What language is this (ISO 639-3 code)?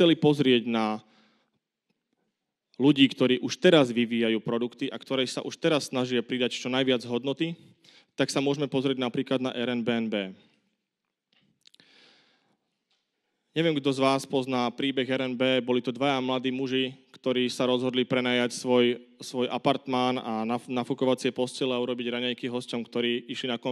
slk